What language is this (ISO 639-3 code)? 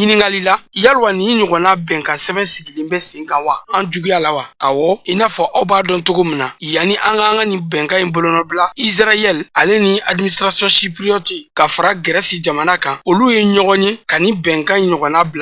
bam